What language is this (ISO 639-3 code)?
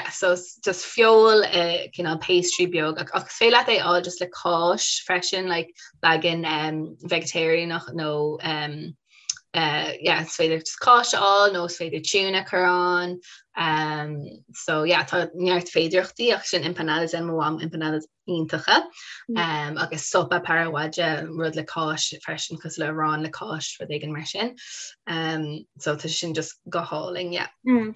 gle